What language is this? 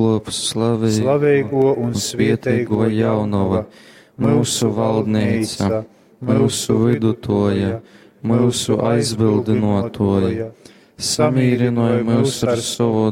Latgalian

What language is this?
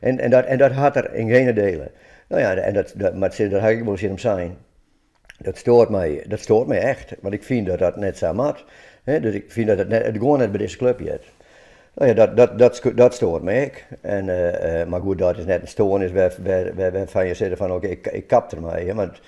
Western Frisian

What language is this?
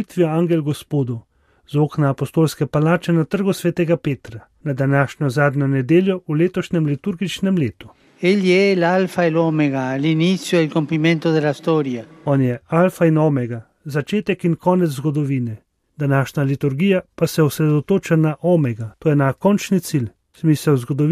Slovenian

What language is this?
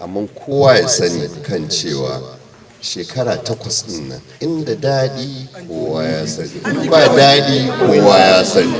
Hausa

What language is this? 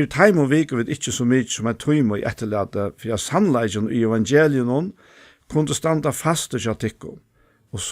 Faroese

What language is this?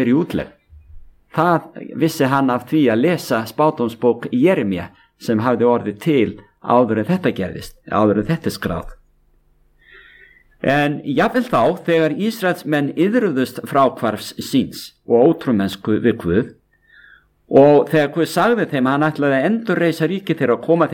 Icelandic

